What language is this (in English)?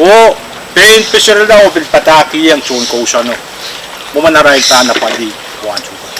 Pohnpeian